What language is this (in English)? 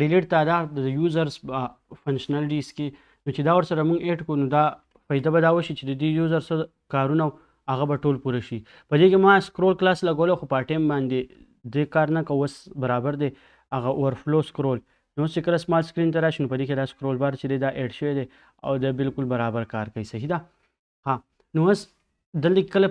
Pashto